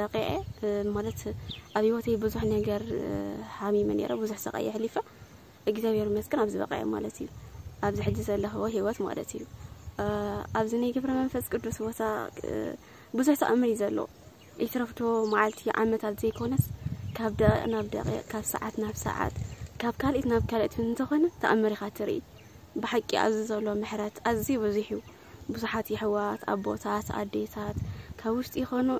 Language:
Tigrinya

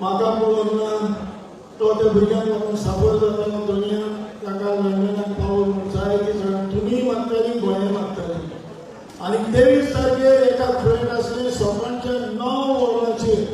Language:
Konkani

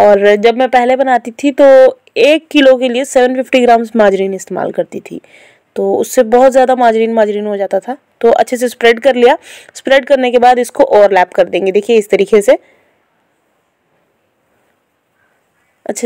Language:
Hindi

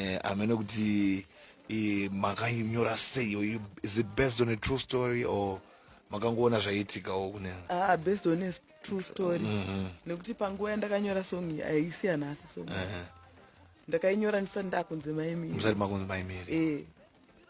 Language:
Shona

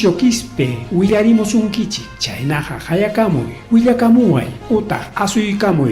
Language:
Ayacucho Quechua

